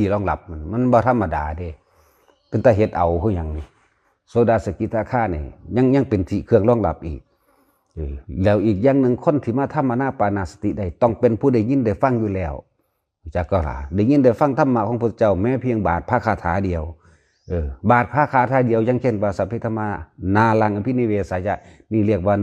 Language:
Northeastern Thai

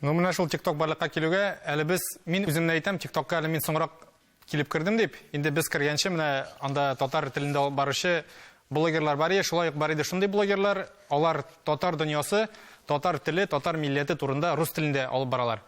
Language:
Tatar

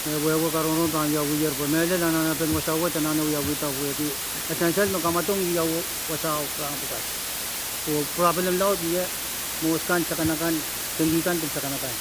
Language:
Pohnpeian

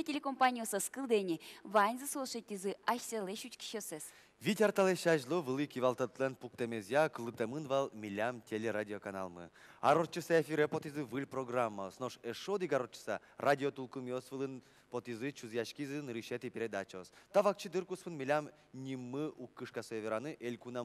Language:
Udmurt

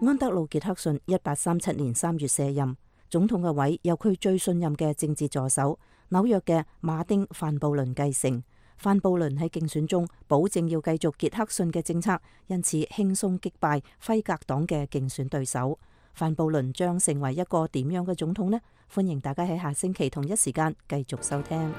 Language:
Cantonese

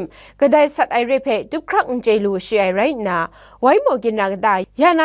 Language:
Kachin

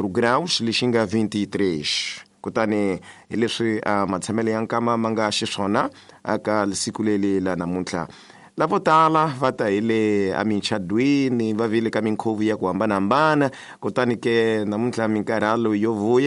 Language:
Tsonga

